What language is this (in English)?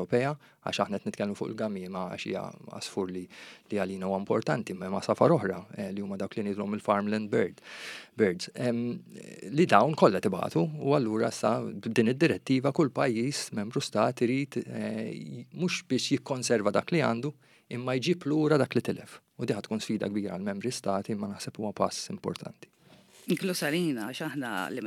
Maltese